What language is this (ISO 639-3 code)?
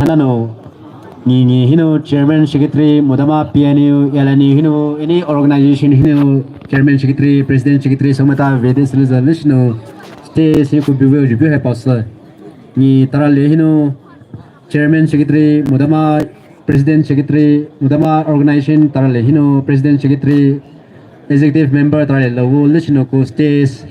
pmx